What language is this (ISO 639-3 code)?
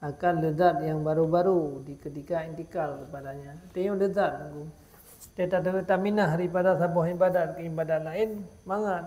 ace